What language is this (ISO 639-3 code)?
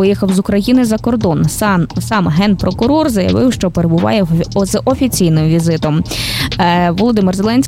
ukr